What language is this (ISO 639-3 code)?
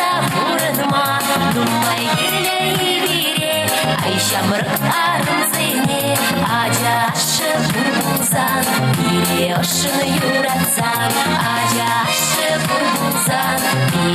chv